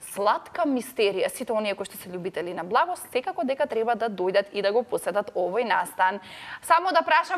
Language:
Macedonian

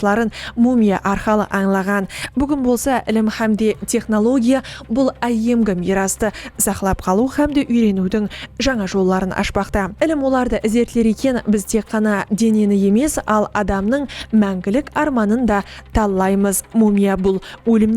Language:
Kara-Kalpak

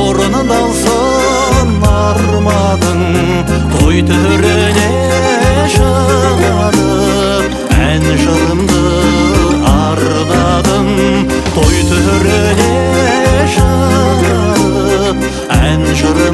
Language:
Kazakh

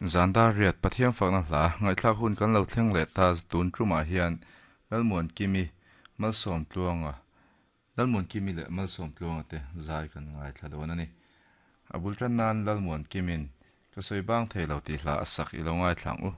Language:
Mizo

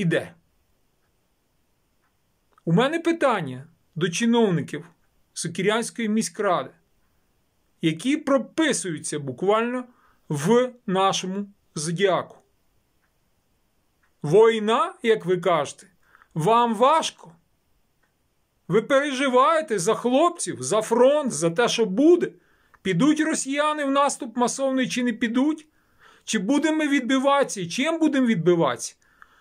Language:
Ukrainian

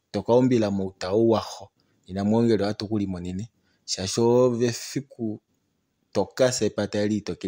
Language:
Kuanyama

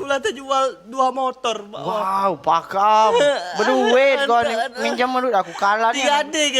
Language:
Musi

